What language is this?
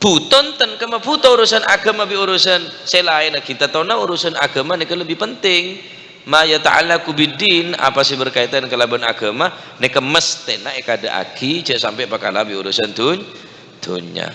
Madurese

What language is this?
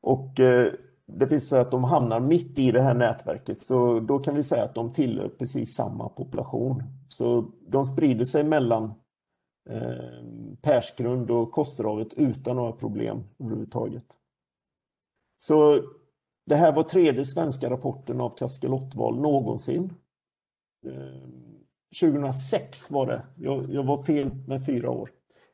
Swedish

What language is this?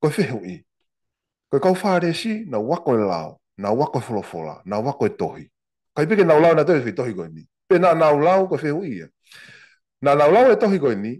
Tongan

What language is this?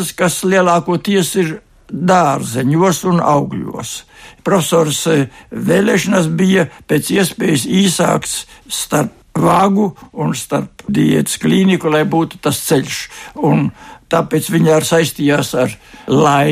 Latvian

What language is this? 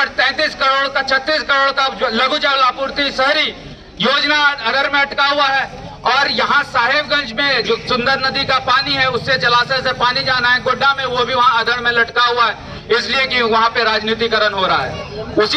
Hindi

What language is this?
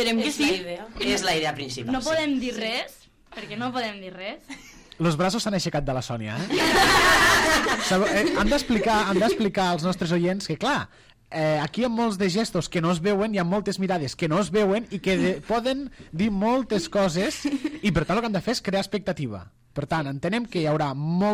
Catalan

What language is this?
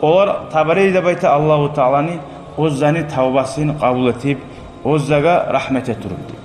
Kumyk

